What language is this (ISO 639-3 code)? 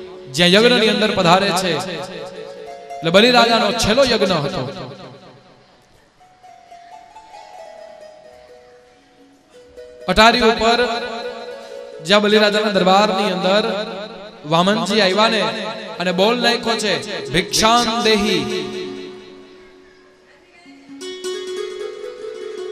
guj